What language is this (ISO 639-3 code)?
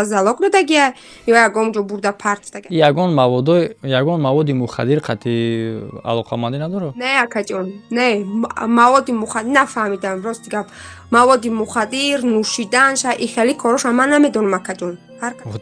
tgk